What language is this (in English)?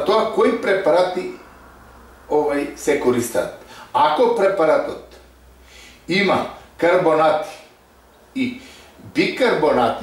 Macedonian